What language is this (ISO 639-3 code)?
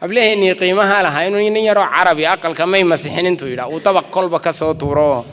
som